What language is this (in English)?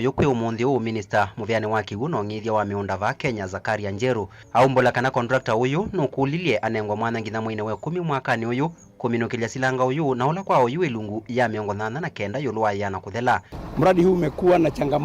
Kamba